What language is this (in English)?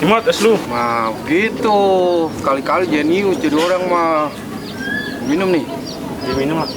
Betawi